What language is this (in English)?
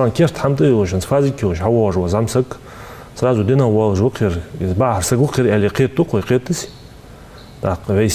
Ingush